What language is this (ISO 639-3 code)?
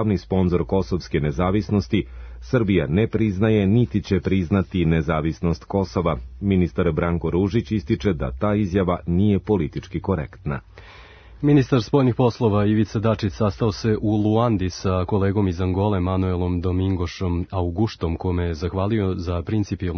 srp